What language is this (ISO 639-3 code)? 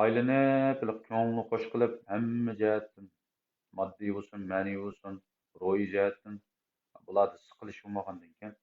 uig